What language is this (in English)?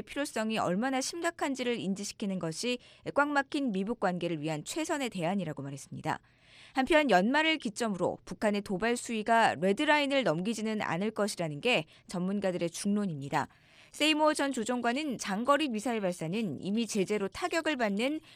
Korean